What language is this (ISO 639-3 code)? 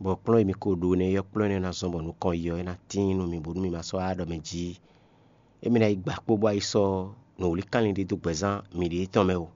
fon